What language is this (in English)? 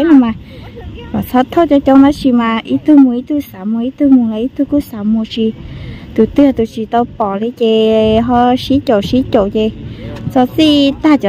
Hmong